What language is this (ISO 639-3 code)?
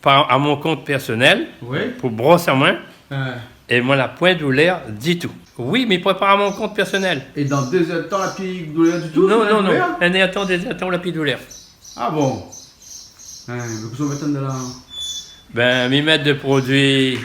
rcf